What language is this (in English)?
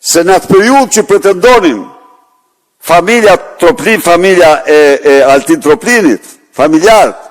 Albanian